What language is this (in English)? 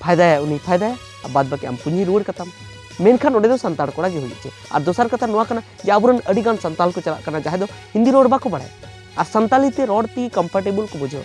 Santali